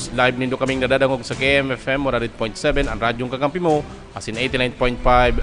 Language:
Bikol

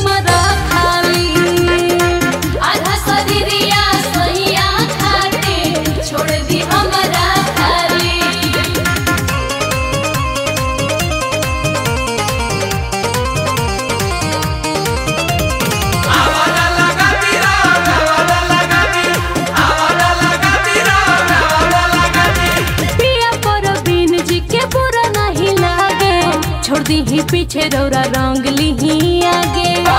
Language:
Bhojpuri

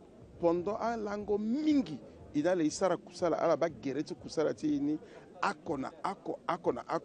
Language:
Sango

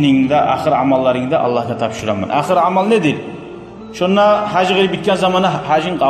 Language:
Kumyk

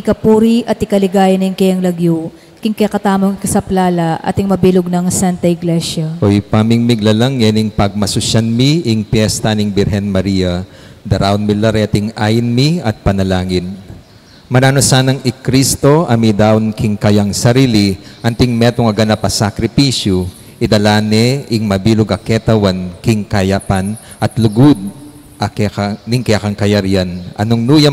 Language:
Pampanga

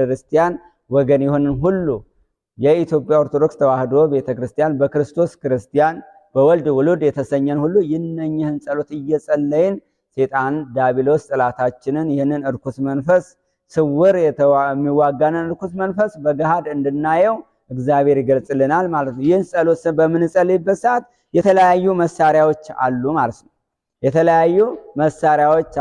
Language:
Amharic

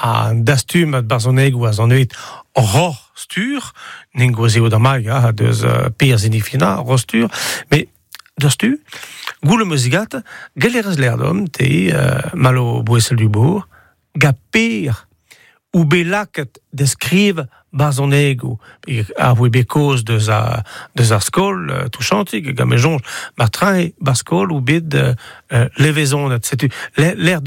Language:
Breton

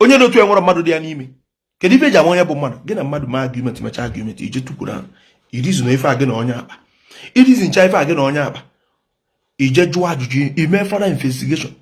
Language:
Igbo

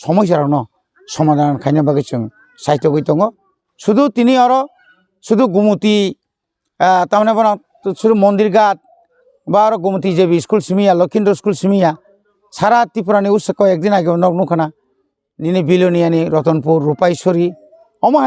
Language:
Kok Borok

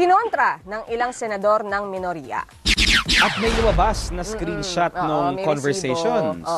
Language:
Filipino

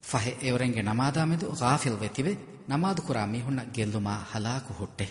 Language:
Divehi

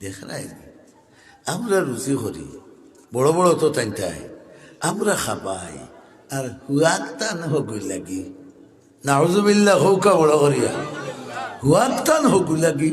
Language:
Sylheti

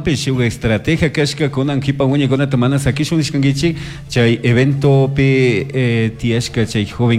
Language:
Chimborazo Highland Quichua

